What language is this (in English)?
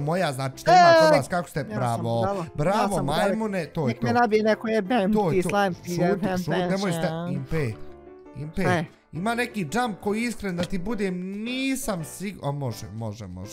Bosnian